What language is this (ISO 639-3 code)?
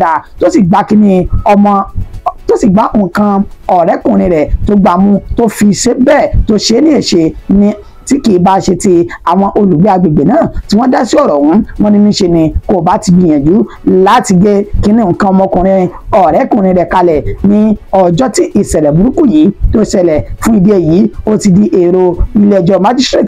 yor